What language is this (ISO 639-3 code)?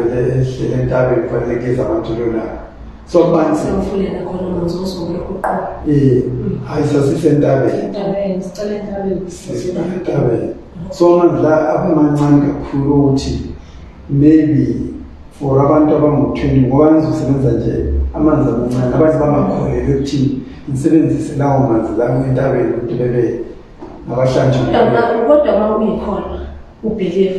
zul